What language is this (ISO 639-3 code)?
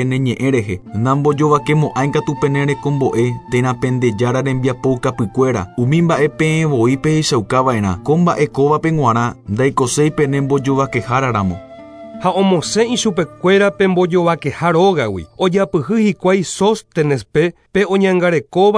grn